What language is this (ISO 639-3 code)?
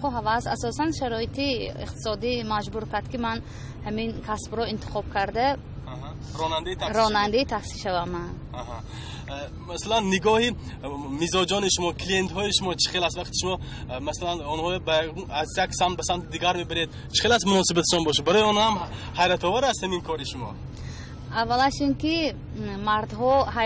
tgk